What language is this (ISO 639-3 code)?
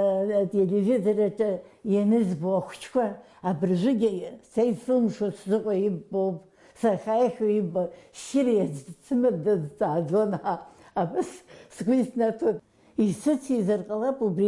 abk